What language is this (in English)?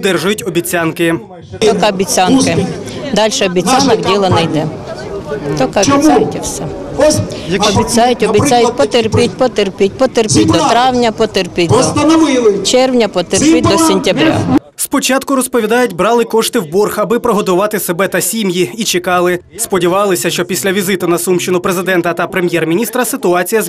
Ukrainian